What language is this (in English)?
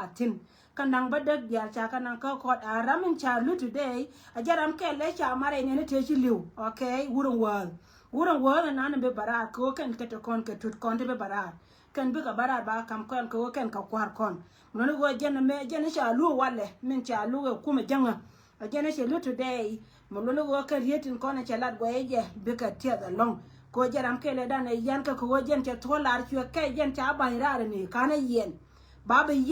Nuer